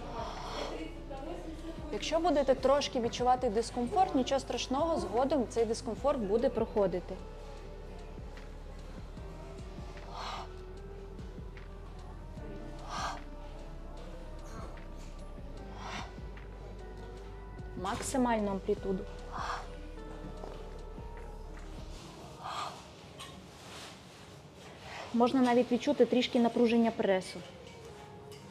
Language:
Ukrainian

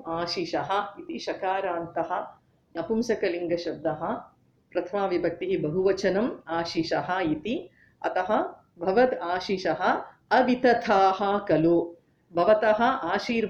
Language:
Sanskrit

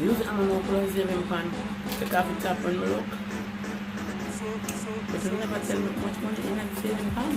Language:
Jamaican Creole English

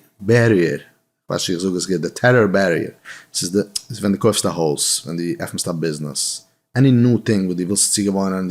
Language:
Yiddish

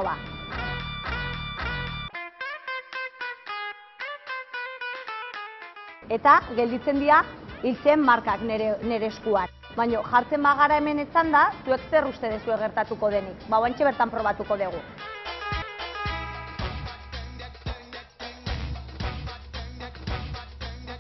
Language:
Basque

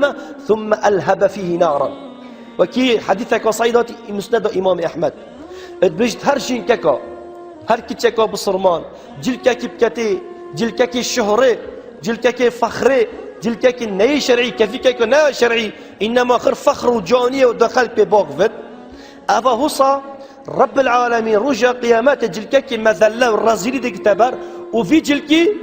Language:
Kurdish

